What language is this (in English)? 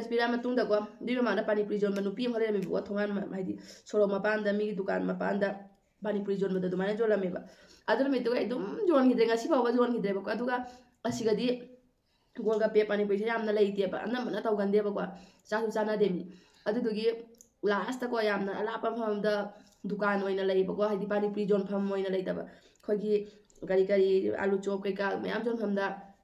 Manipuri